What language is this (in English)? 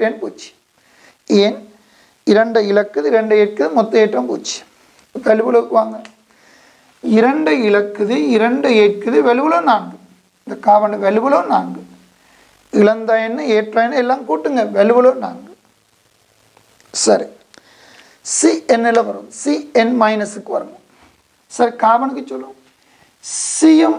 Tamil